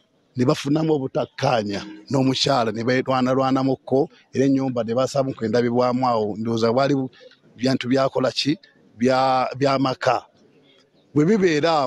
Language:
Ganda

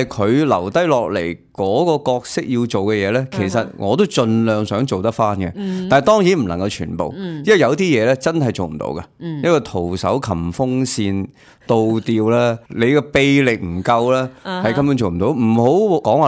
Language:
Cantonese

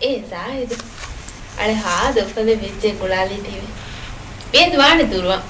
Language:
Divehi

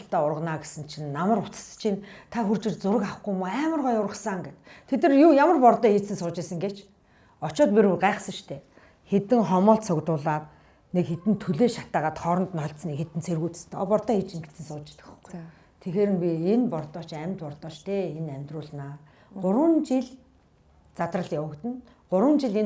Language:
Mongolian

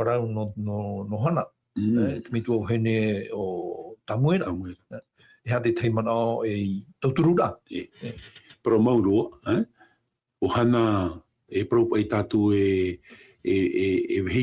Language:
Tahitian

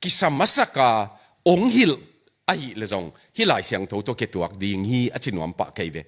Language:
Tedim Chin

